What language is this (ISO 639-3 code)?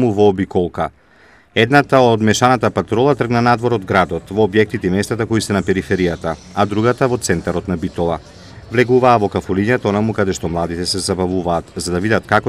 mkd